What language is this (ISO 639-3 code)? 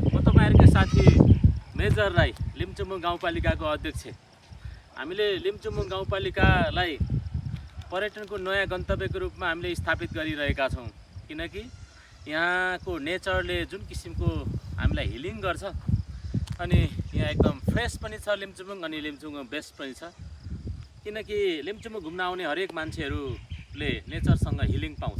nep